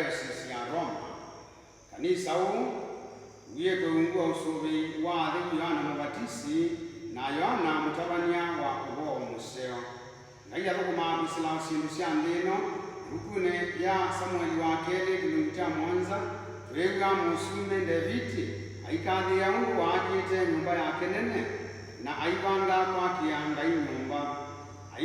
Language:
Kamba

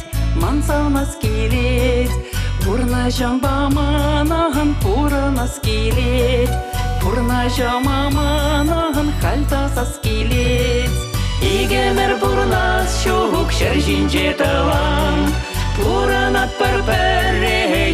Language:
Chuvash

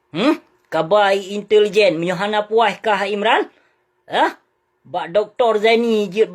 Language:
Achinese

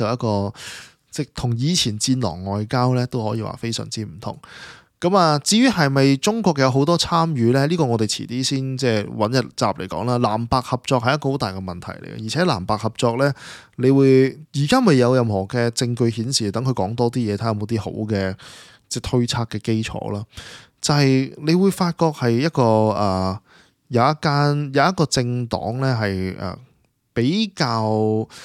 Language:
Cantonese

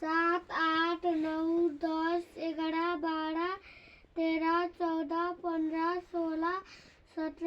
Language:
Nepali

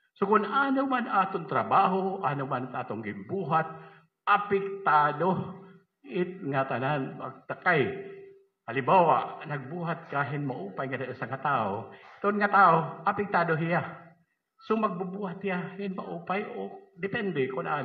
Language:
Waray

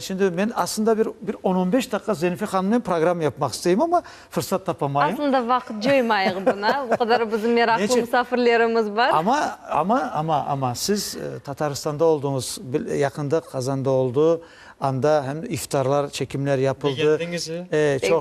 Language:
Crimean Tatar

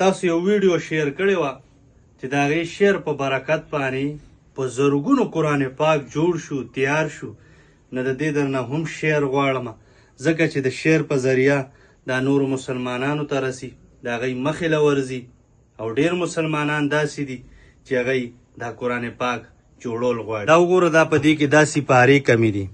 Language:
Pashto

